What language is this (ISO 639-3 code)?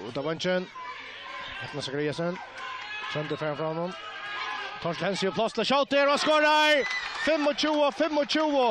fao